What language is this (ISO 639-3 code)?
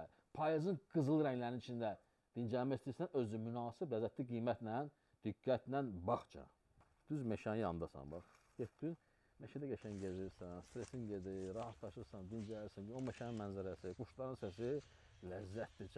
aze